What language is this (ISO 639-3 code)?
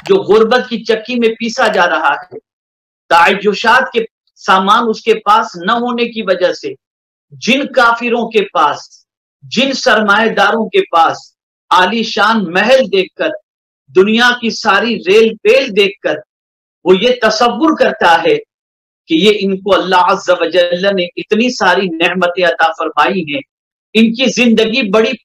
urd